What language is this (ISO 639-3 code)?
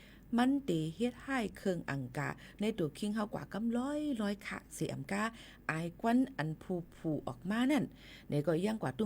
shn